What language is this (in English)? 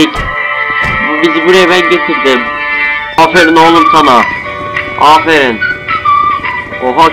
Turkish